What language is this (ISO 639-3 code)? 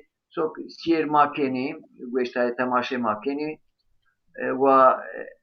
zza